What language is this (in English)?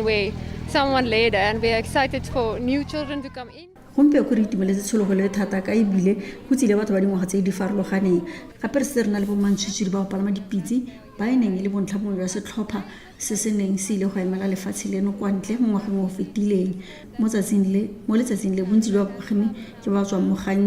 Tswana